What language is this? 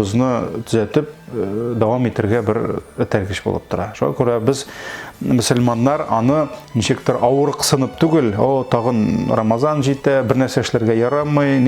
Tatar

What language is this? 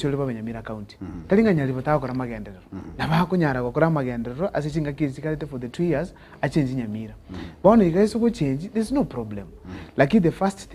Gusii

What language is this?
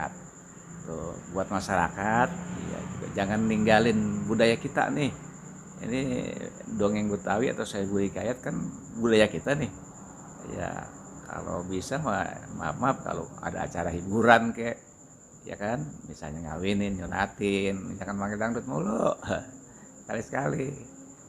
Betawi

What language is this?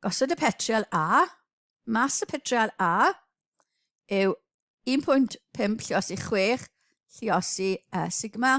Welsh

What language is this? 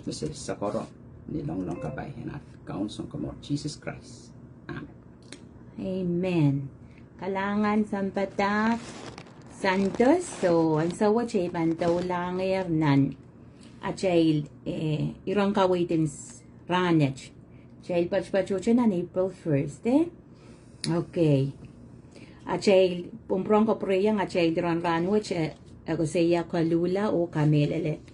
Pohnpeian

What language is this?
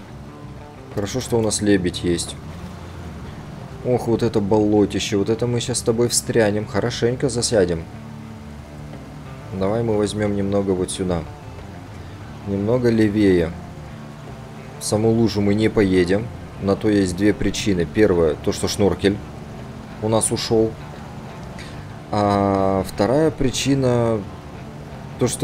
Russian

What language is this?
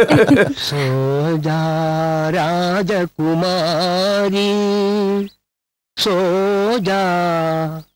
Tamil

